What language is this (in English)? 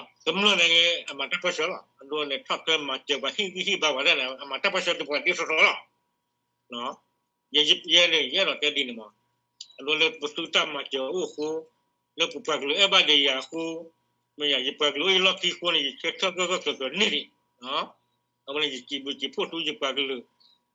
S'gaw Karen